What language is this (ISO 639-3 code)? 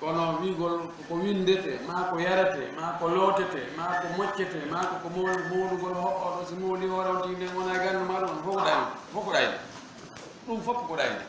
ful